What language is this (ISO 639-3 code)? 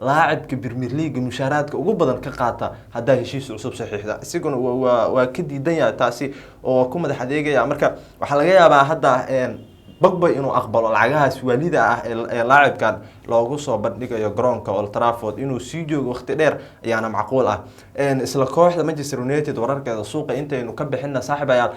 som